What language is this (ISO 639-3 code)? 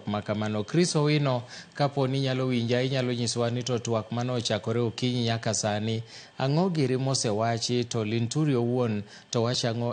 luo